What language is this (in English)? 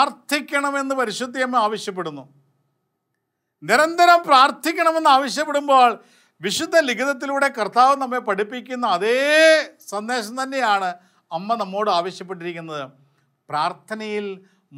Malayalam